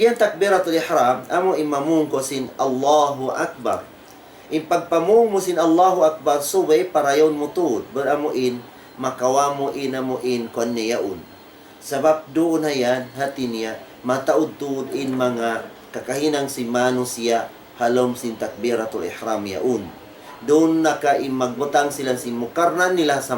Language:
Tausug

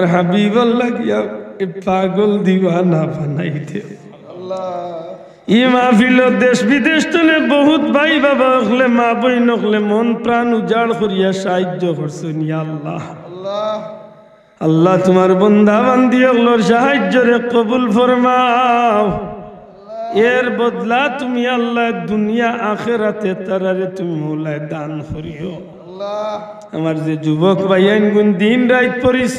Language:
Sylheti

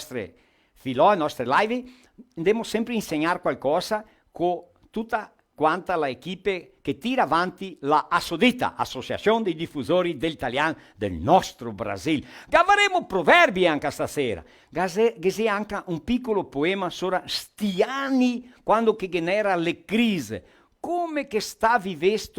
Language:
Venetian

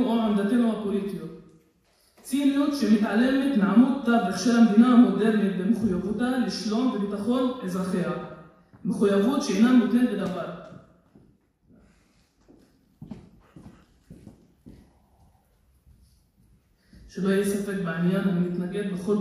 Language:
Hebrew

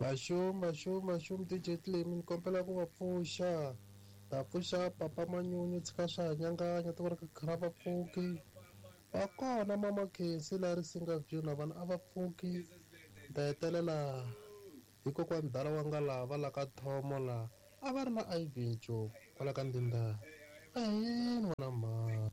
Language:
Tsonga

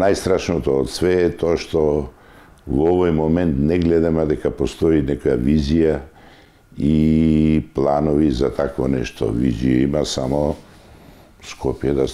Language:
Macedonian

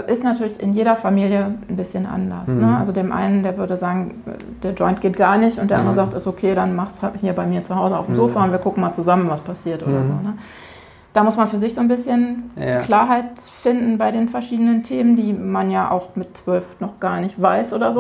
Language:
German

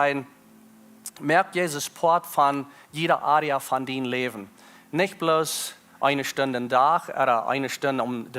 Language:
Plautdietsch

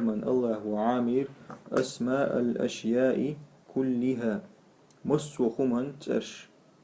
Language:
Chechen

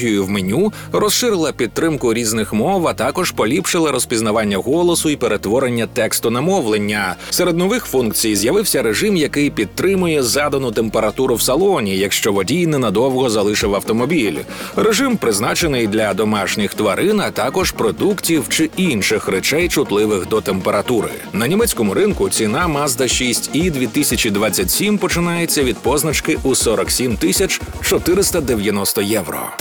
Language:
Ukrainian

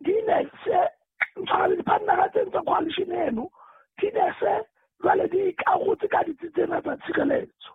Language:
Southern Sotho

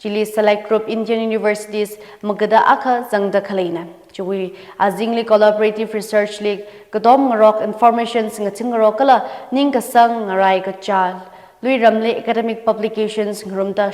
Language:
Tangkhul Naga (India)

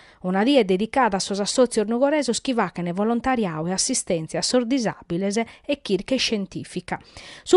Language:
Sardinian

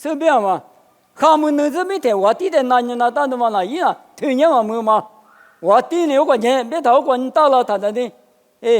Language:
Lisu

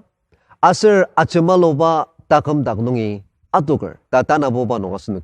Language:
Ao Naga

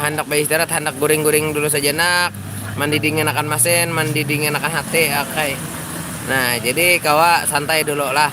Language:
Banjar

